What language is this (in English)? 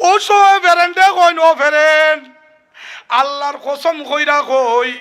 Sylheti